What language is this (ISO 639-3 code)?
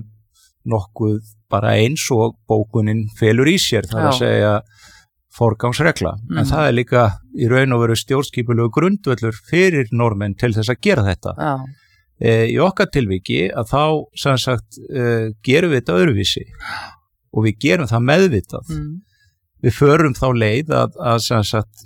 isl